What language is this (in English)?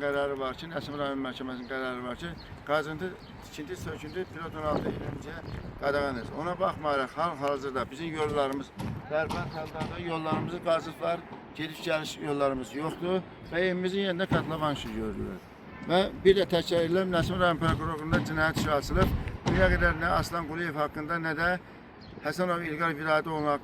Azerbaijani